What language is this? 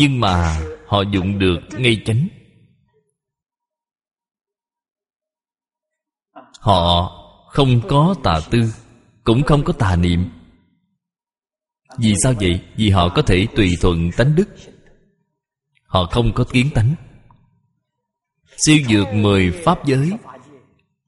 Vietnamese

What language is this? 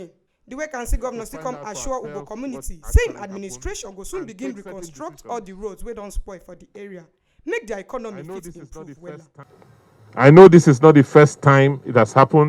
Nigerian Pidgin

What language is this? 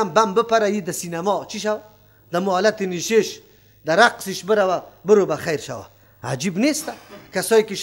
Persian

